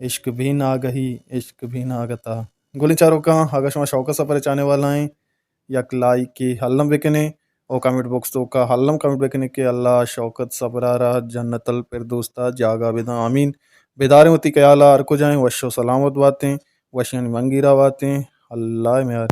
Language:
Baluchi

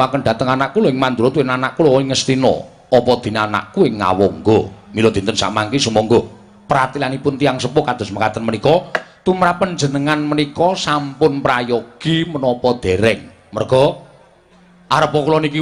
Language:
Javanese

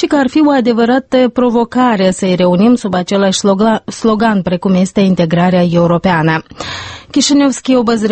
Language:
Romanian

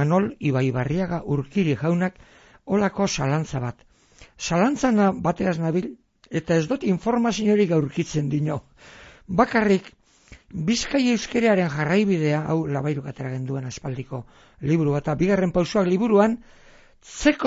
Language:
Basque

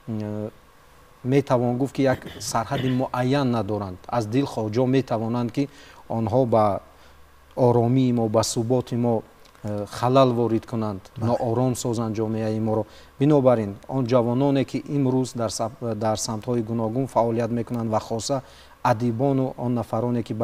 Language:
Tajik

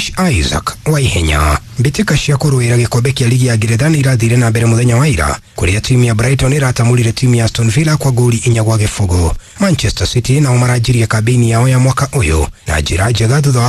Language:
Kikuyu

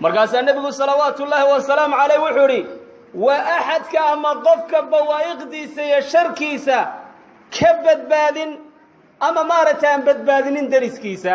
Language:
Somali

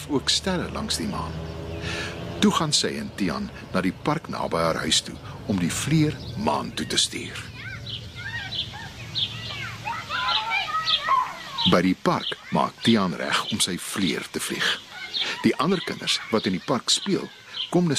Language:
Afrikaans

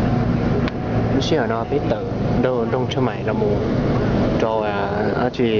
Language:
Hmong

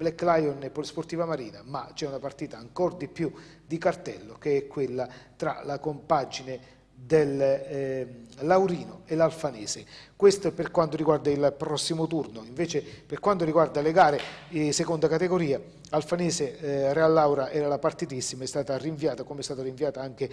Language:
Italian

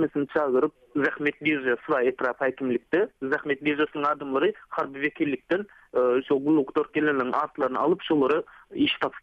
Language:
Turkmen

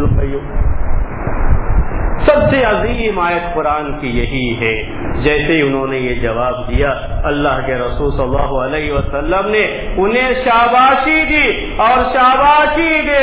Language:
Urdu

